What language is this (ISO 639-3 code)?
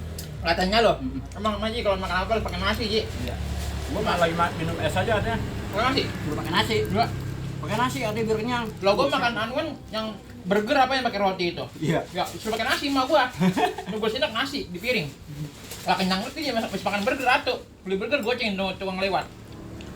bew